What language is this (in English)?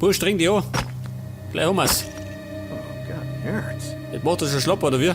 Bavarian